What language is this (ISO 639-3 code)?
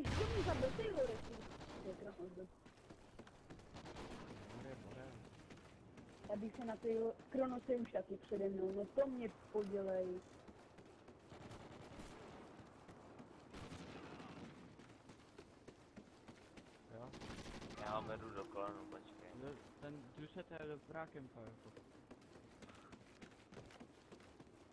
ces